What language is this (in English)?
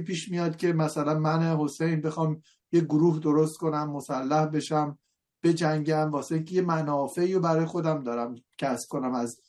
Persian